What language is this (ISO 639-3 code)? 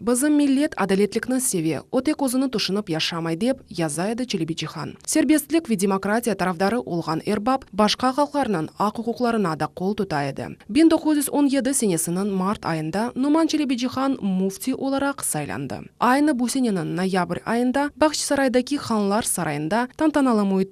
crh